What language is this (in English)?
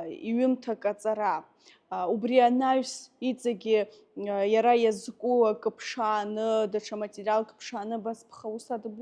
Abkhazian